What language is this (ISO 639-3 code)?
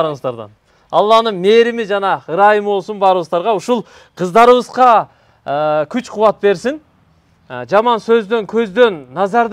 kir